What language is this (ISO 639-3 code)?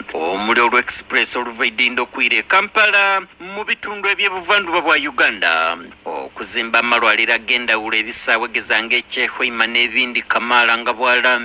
xog